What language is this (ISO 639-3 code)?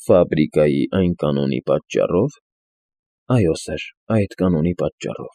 hye